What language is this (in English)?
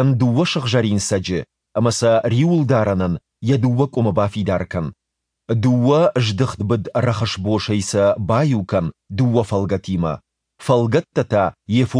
Ossetic